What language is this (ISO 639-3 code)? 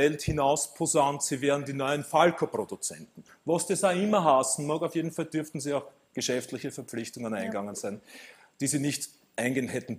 deu